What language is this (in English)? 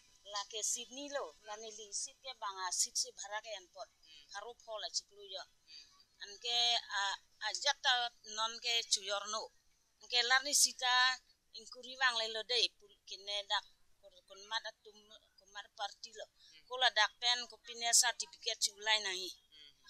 Karbi